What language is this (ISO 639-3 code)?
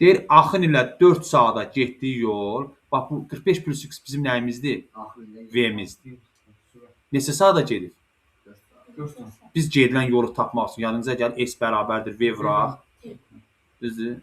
aze